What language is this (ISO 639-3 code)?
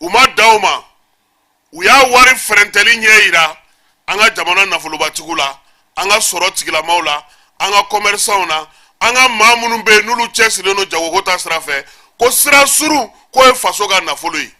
bam